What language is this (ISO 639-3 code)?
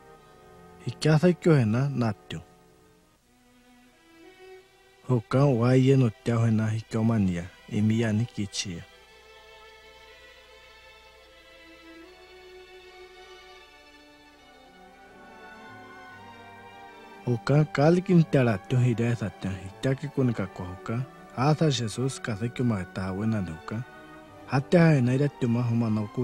swa